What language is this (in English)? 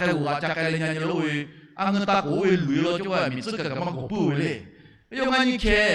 Lahu